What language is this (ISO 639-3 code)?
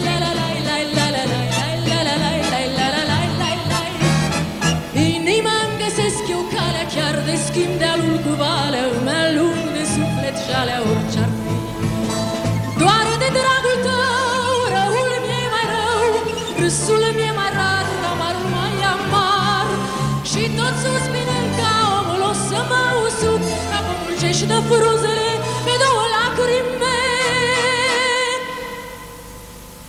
ron